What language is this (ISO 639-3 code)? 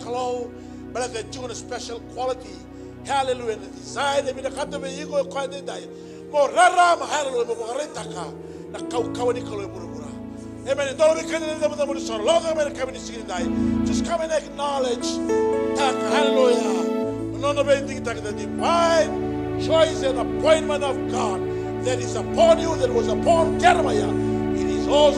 fij